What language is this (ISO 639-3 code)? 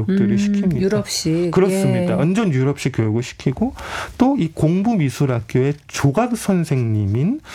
kor